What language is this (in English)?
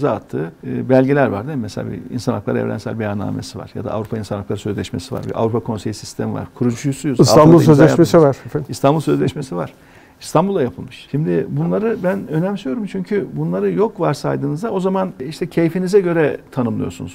Turkish